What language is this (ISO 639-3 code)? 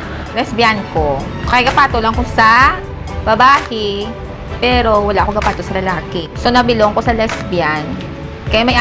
hil